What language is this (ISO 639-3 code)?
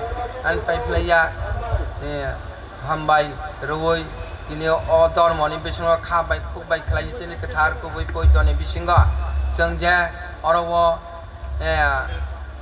trp